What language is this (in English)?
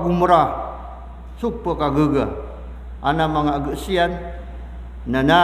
Maranao